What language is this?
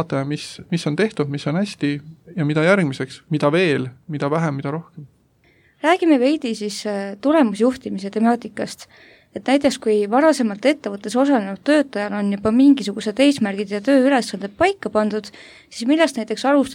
Estonian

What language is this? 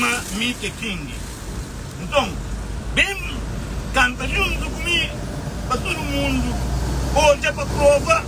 Kabuverdianu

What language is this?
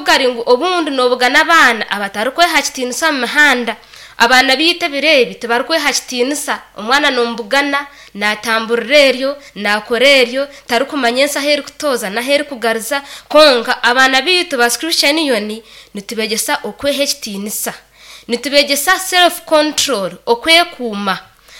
Nyankole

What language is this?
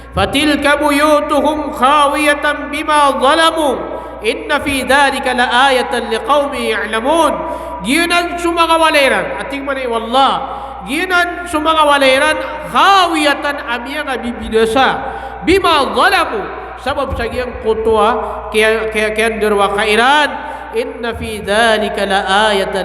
Maranao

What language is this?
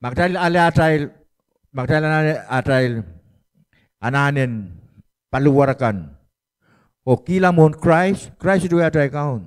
Pohnpeian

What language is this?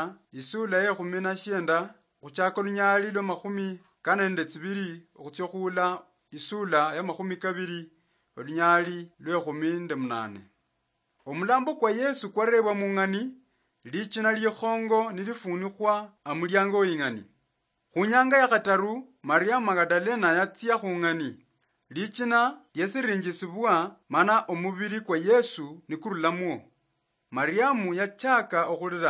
Luyia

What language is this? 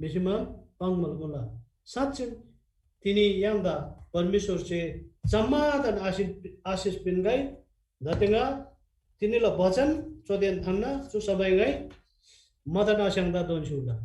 Eastern Tamang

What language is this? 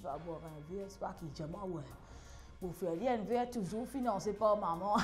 Morisyen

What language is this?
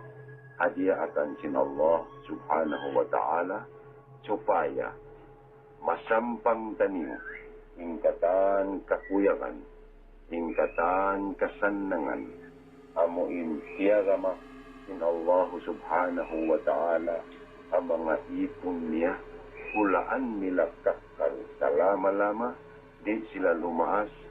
Tausug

